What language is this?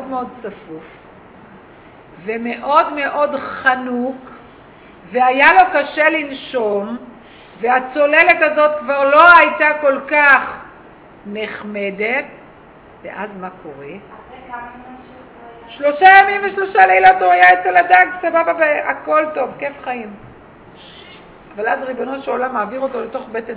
Hebrew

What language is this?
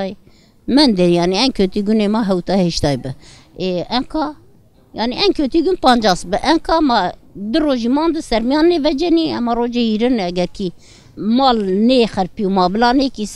Zaza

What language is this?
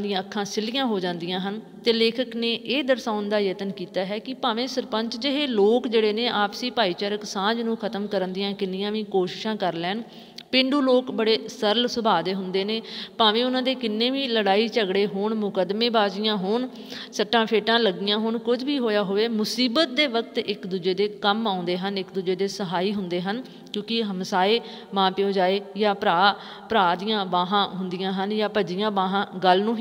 Punjabi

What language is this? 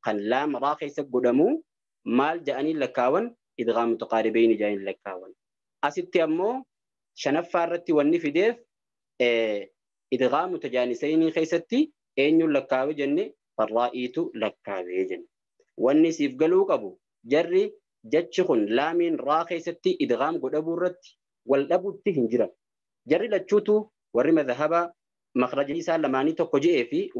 Oromo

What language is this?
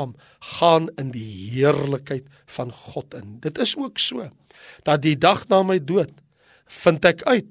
Afrikaans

